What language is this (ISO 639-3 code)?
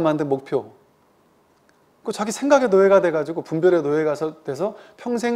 kor